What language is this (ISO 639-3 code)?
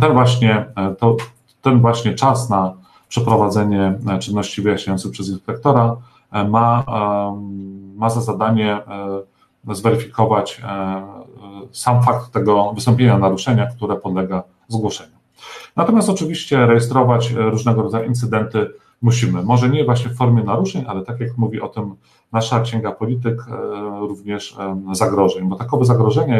pol